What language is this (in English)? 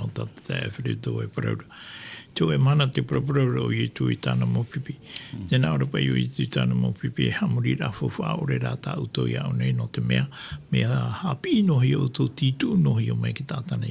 Tahitian